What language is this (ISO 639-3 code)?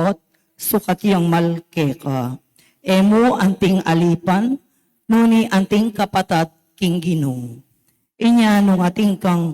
pam